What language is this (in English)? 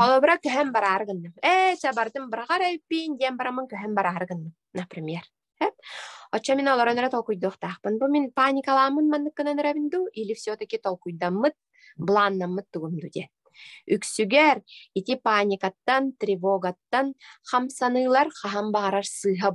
Yakut